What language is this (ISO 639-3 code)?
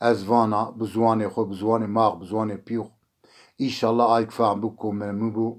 zza